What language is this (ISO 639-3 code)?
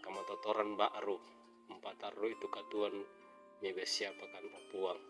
sda